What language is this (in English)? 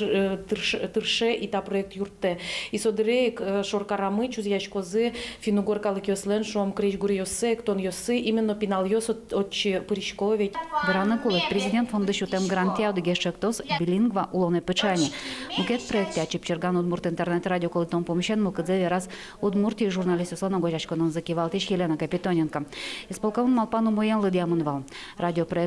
Udmurt